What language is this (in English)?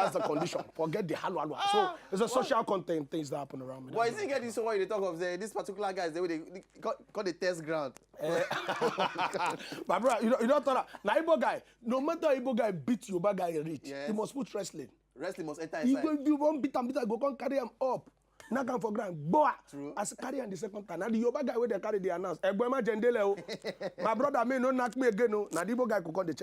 Nigerian Pidgin